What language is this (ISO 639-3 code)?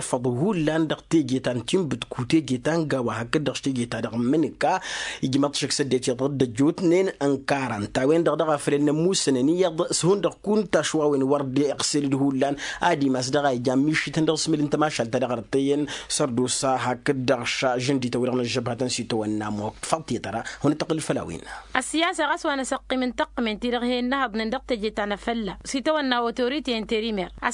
taq